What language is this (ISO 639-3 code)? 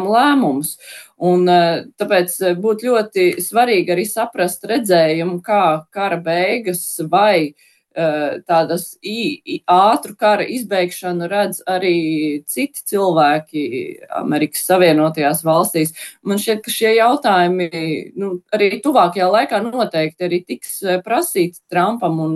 lav